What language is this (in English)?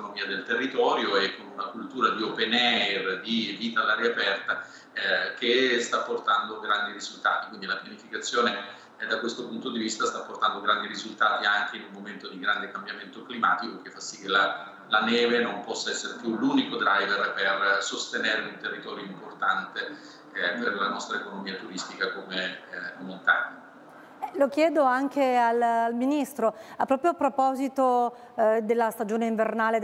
Italian